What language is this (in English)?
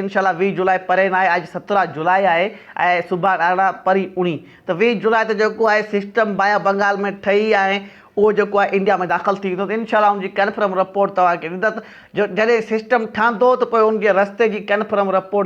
Sindhi